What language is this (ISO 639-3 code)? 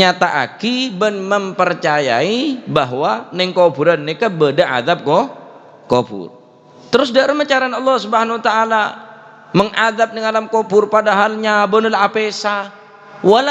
mad